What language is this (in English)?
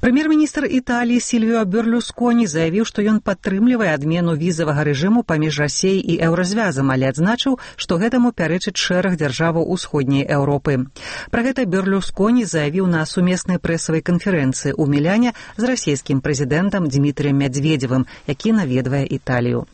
Belarusian